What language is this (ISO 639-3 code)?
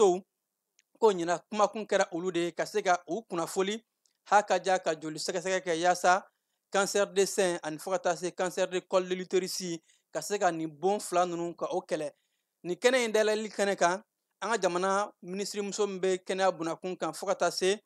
bam